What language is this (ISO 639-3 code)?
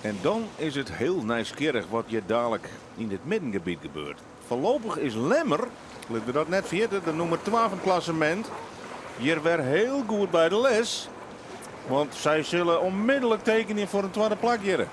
fry